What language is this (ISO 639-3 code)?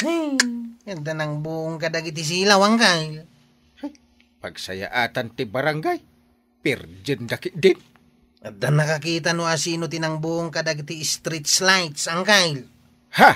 ilo